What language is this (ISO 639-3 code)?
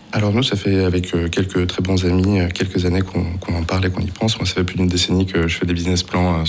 fra